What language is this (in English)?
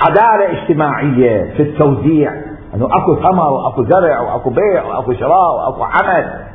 Mesopotamian Arabic